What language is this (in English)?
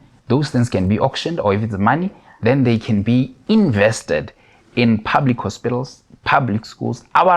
Tswana